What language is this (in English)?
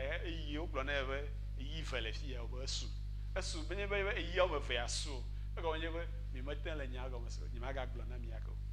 Ewe